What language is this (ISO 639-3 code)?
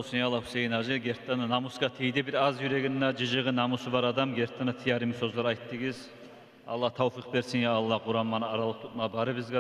kum